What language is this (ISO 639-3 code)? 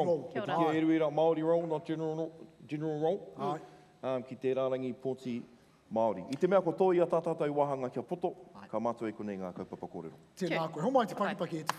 mri